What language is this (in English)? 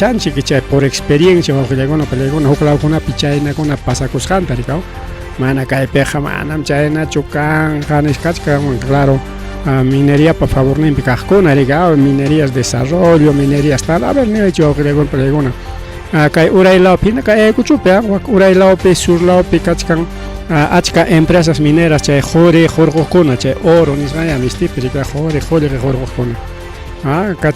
Ayacucho Quechua